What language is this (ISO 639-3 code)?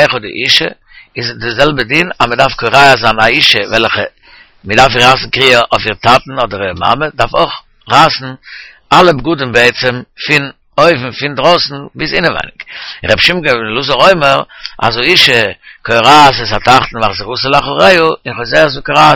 yid